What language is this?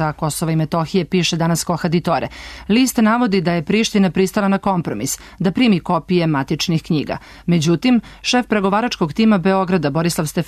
Serbian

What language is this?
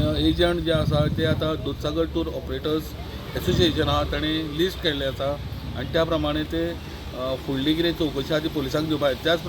Konkani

